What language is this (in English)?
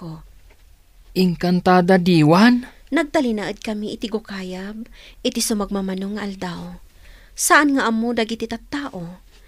Iloko